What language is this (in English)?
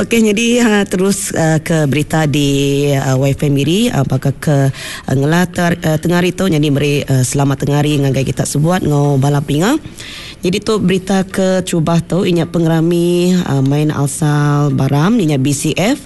Iban